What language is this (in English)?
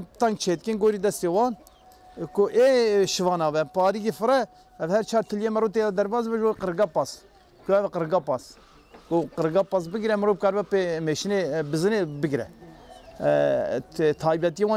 Kurdish